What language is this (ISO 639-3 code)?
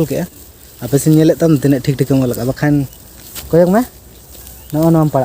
sat